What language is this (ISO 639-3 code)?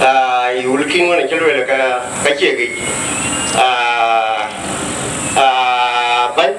din